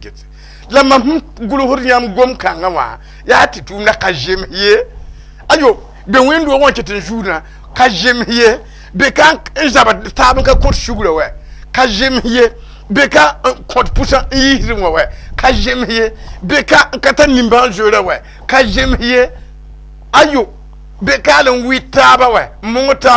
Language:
Mossi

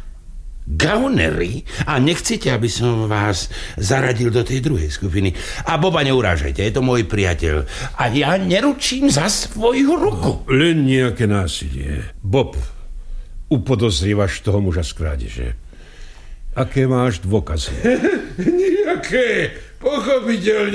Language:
Slovak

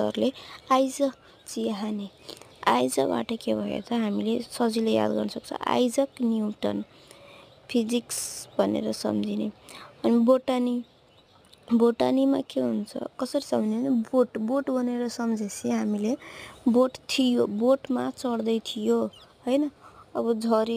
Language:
Nepali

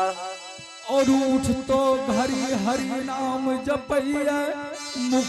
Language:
Angika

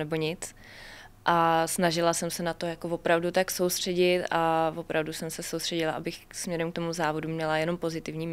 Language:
Czech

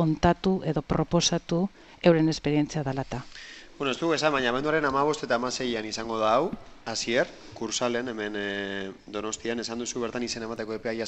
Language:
Basque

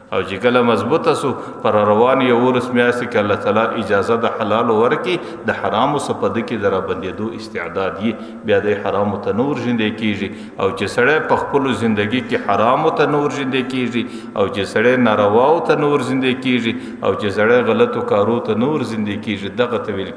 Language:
Pashto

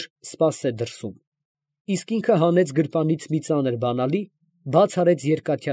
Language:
Armenian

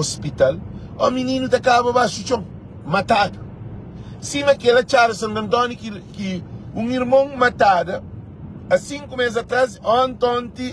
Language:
Kabuverdianu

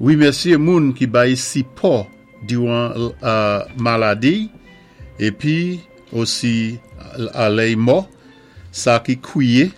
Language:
Saint Lucian Creole French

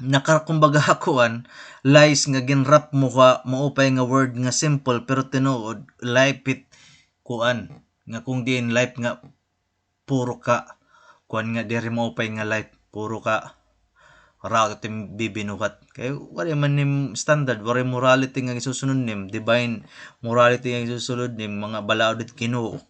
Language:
Waray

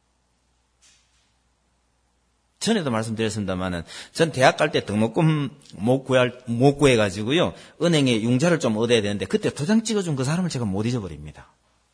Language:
Korean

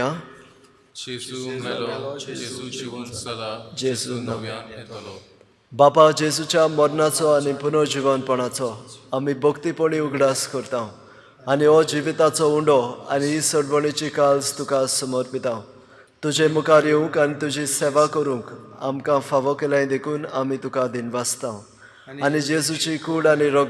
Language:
Konkani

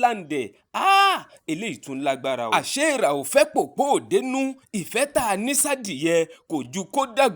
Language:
Yoruba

